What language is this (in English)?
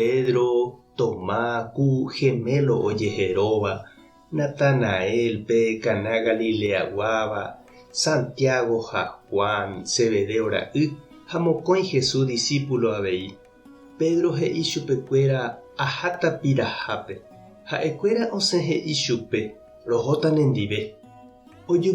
Guarani